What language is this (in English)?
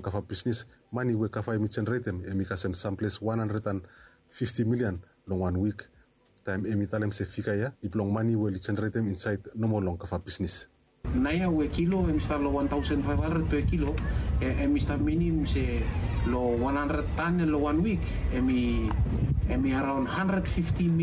Bislama